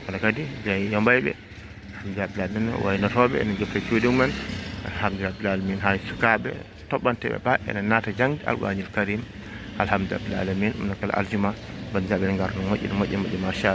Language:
Fula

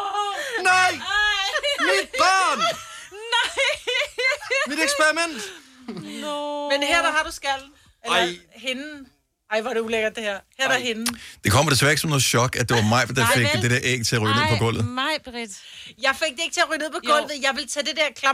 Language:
Danish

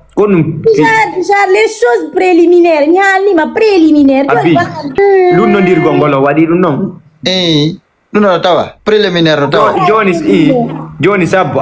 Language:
Fula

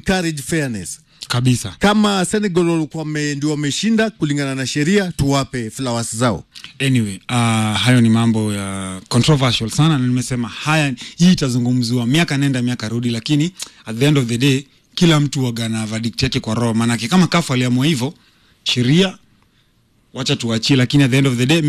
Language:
Swahili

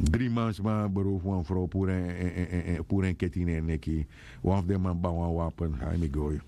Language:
Sranan Tongo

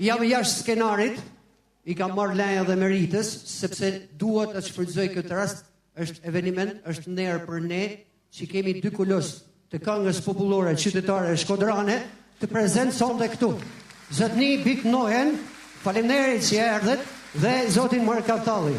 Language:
Albanian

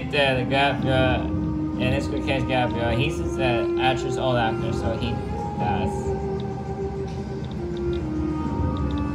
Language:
English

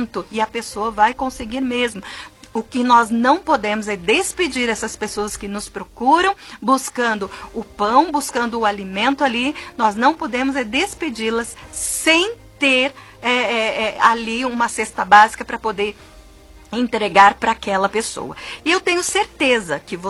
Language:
Portuguese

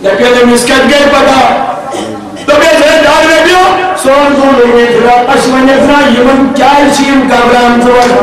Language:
Kashmiri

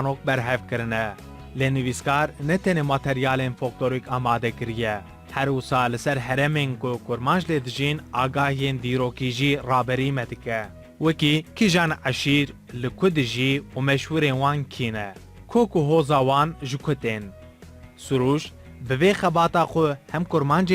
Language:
Kurdish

